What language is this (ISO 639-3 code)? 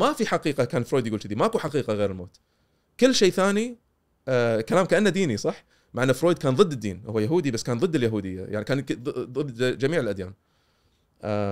afb